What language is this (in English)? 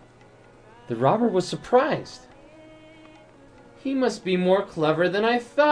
Punjabi